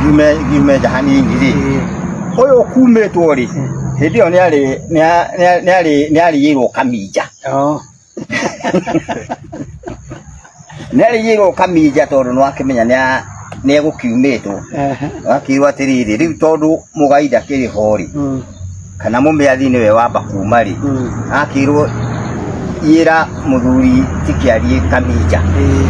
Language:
Kikuyu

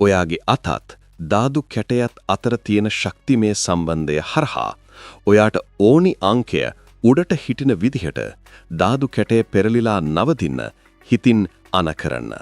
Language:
Sinhala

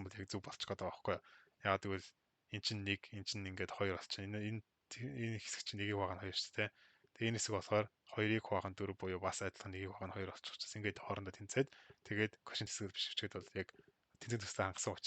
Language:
Mongolian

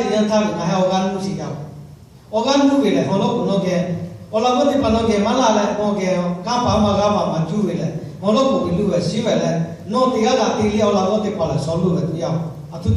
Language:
Lahu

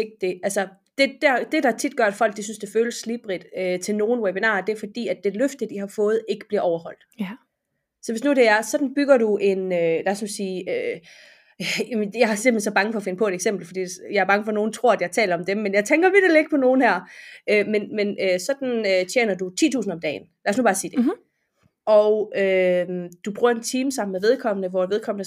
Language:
Danish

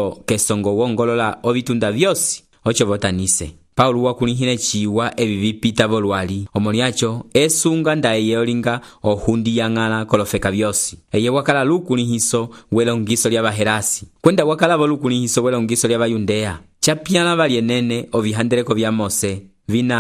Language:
Umbundu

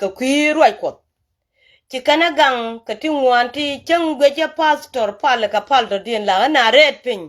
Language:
Nuer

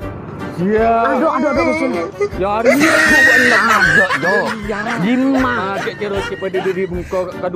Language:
Madurese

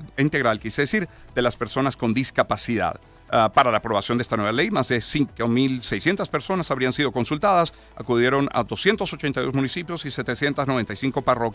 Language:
Spanish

